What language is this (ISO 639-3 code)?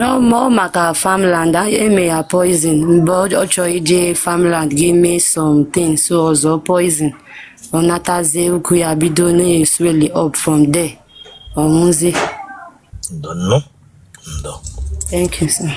ibo